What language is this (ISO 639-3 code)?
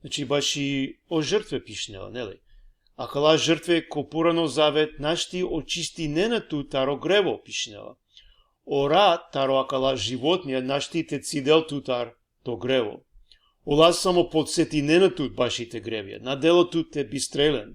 rmn